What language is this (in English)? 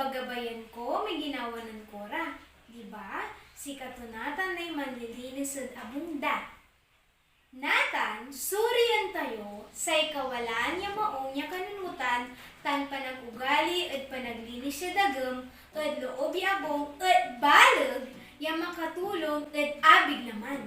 Pangasinan